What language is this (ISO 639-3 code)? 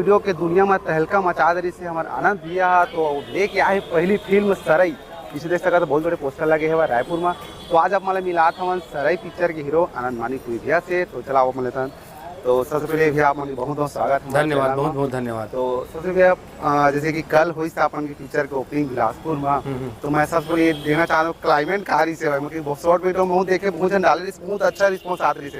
hne